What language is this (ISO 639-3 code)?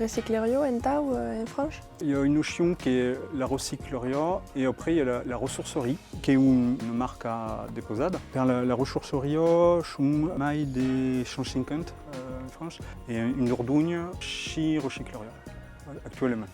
oci